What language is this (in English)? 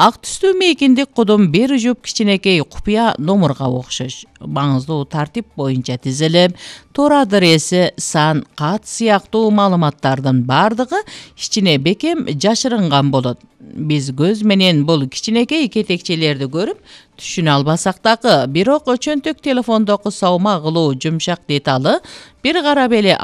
Kyrgyz